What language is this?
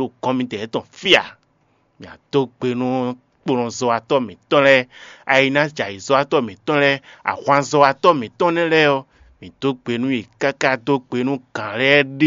Fon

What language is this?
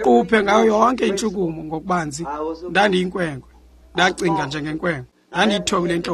Xhosa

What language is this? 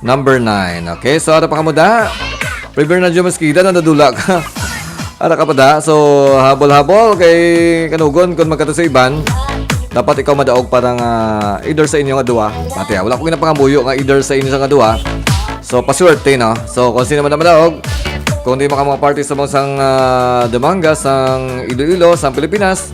Hiligaynon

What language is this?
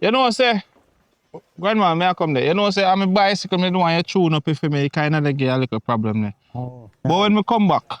Jamaican Creole English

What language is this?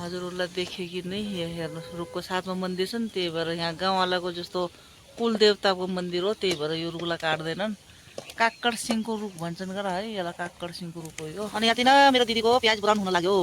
Nepali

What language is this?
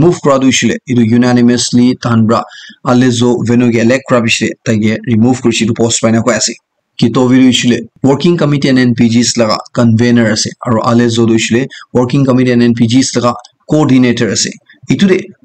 Naga Pidgin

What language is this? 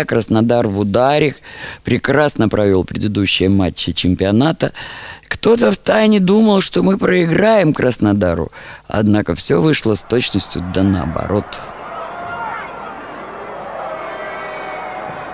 Russian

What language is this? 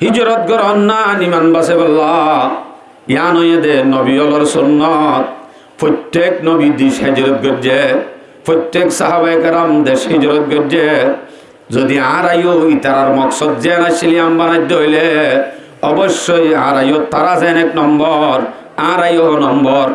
Rohingya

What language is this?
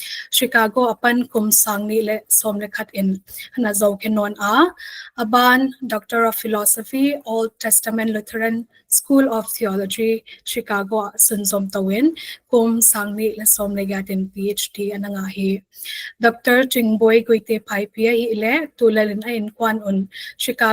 Paite Chin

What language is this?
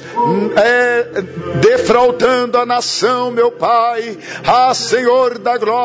Portuguese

